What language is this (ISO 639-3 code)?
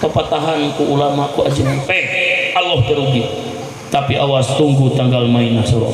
sun